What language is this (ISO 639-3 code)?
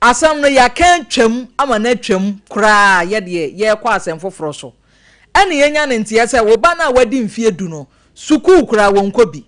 aka